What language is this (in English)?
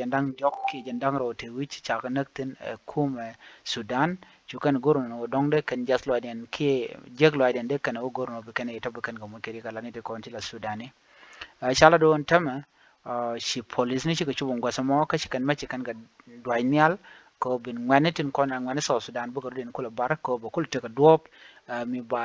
Nuer